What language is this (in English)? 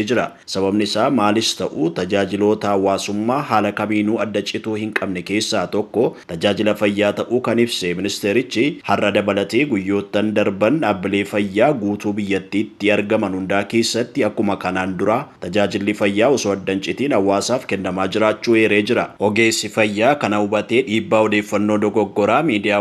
Oromo